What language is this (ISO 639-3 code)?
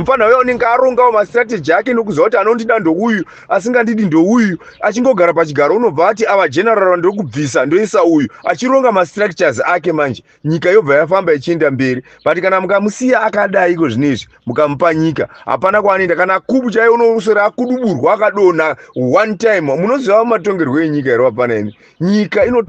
sna